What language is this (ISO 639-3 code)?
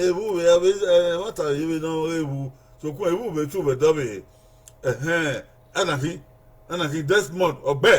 bin